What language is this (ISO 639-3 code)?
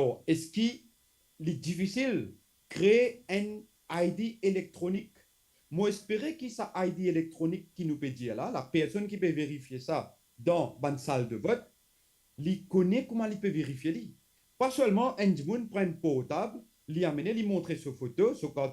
mfe